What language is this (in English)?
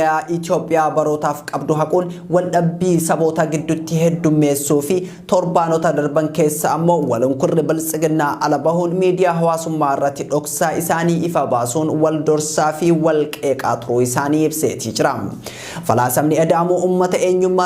Oromo